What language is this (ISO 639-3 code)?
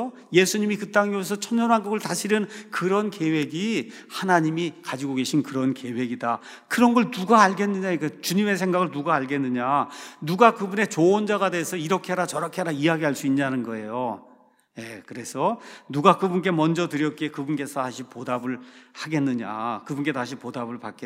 kor